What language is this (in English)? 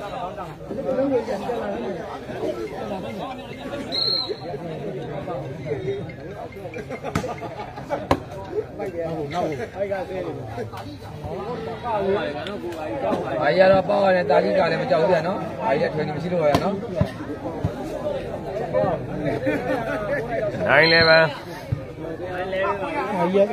Burmese